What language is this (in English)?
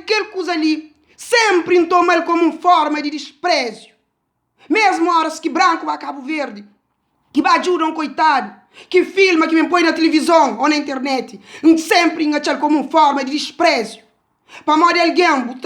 Kabuverdianu